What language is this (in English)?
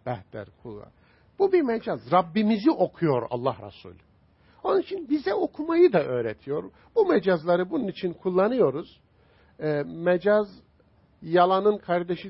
Turkish